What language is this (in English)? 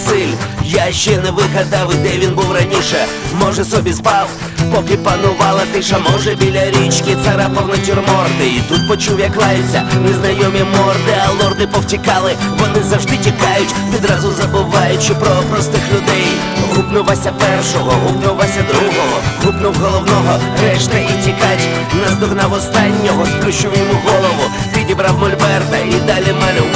Ukrainian